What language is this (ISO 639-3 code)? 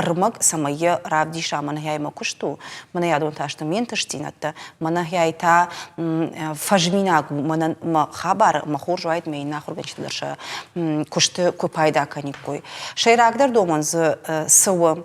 oss